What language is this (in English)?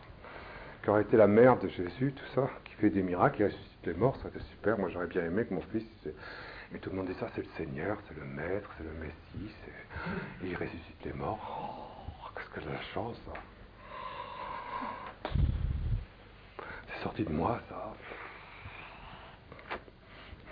French